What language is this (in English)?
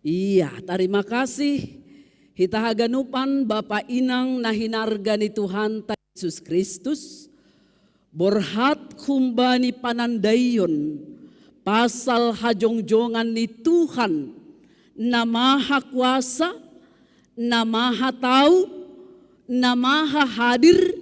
Batak Simalungun